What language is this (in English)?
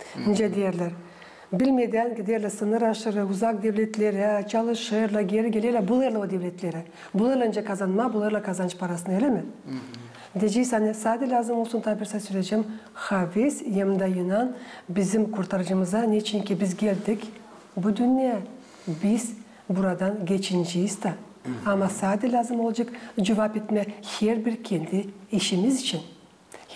Gagauz